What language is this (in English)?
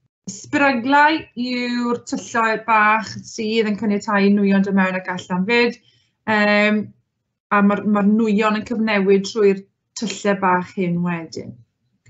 Welsh